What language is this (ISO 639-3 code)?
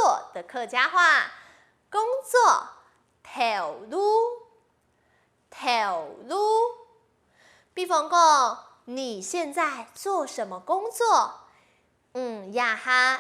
hak